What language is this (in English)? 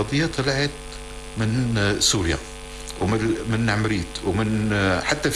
North Levantine Arabic